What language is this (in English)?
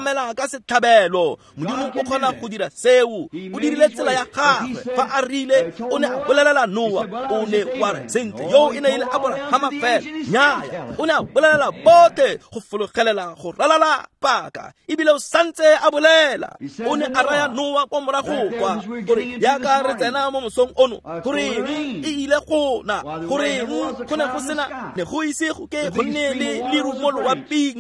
Tswana